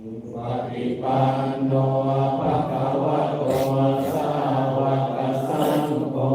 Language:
Pali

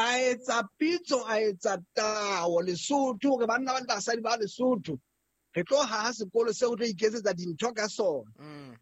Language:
Southern Sotho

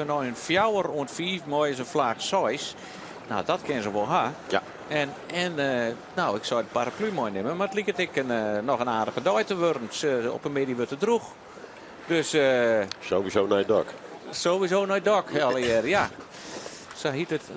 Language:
Western Frisian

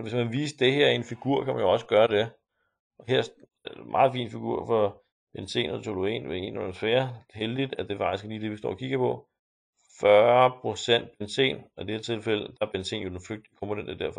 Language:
Danish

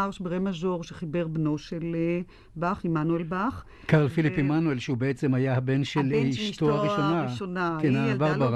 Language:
Hebrew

